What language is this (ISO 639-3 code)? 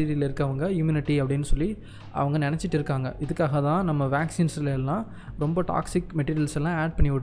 tam